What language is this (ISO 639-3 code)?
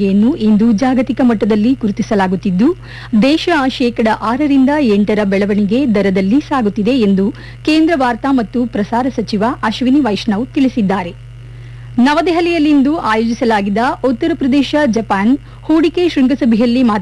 kan